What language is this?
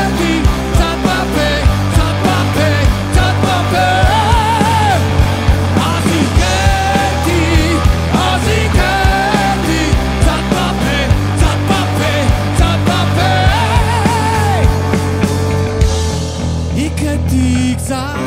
Hebrew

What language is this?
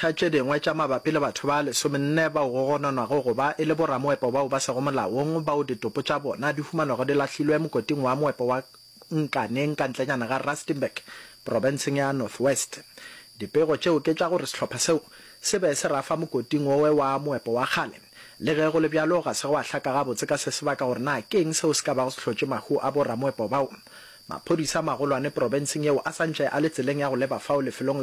Northern Sotho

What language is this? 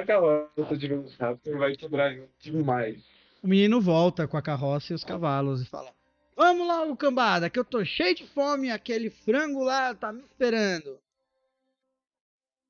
Portuguese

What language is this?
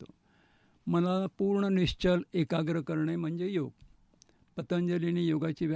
Marathi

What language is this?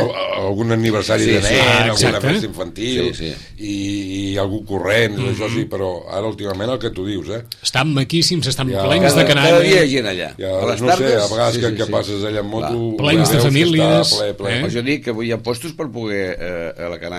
Catalan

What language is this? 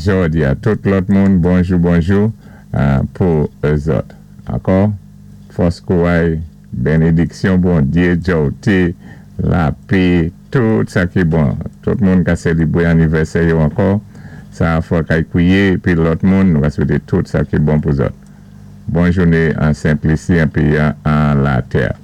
Saint Lucian Creole French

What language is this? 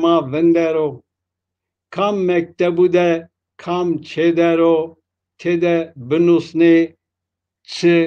Zaza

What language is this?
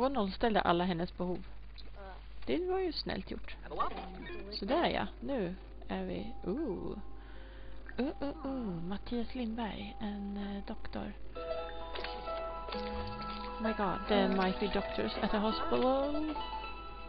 Swedish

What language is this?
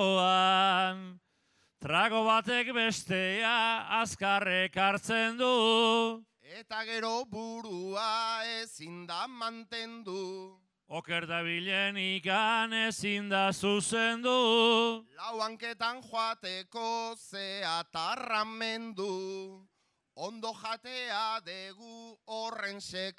Basque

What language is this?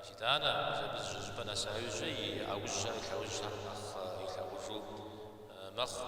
Kabardian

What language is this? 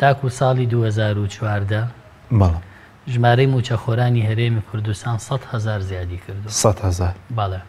Central Kurdish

